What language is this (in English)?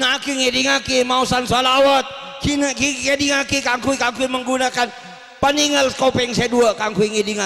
Madurese